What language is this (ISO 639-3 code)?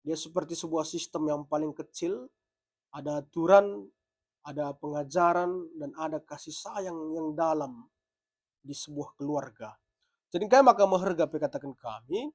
btx